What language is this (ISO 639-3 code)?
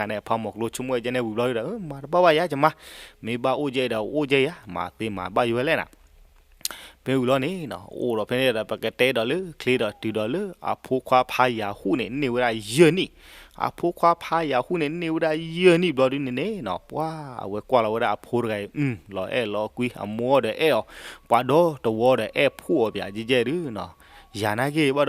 ksw